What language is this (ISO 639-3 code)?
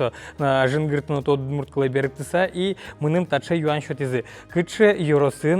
udm